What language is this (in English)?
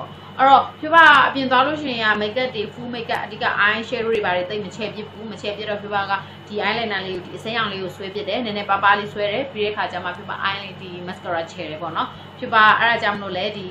Burmese